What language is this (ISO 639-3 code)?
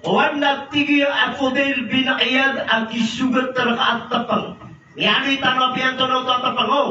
mrw